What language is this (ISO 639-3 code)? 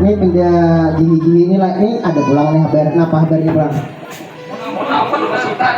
bjn